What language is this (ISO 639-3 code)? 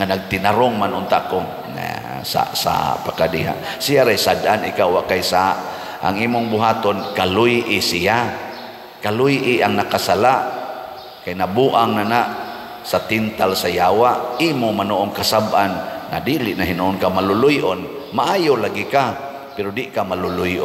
ceb